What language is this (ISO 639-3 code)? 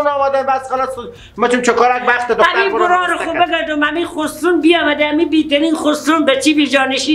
fas